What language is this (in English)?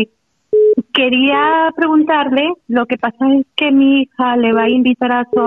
Spanish